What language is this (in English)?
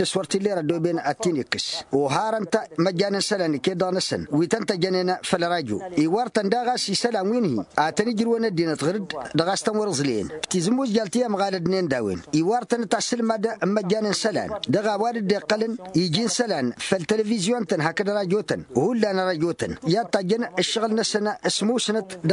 Tamasheq